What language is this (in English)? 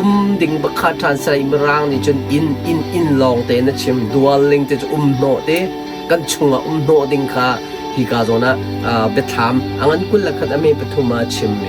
Hakha Chin